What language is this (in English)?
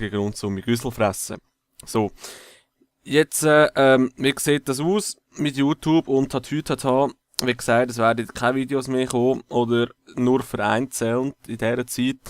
Swiss German